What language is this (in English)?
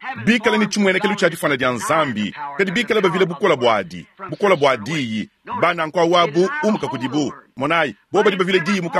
Luba-Lulua